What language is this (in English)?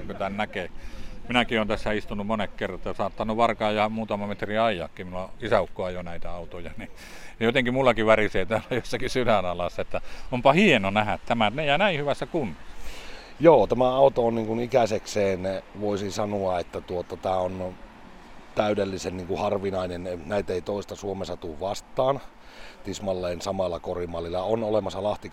Finnish